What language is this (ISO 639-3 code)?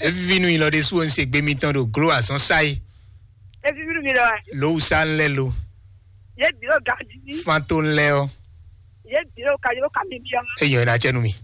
fon